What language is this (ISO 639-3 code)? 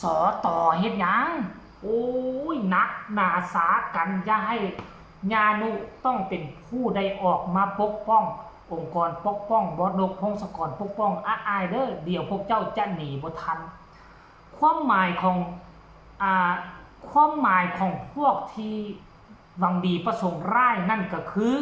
tts